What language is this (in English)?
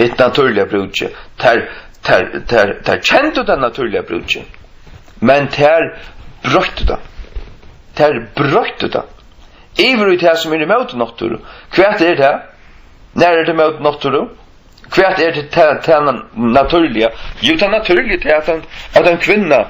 Faroese